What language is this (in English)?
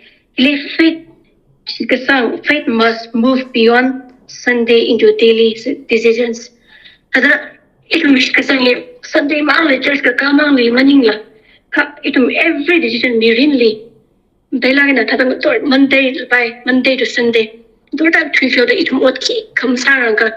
Tangkhul Naga (India)